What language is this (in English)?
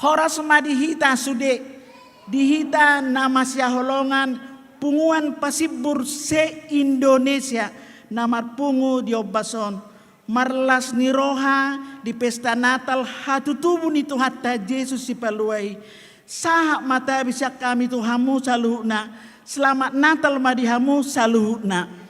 Batak Toba